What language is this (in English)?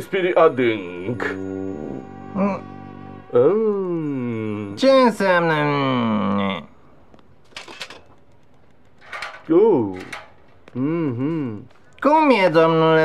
Romanian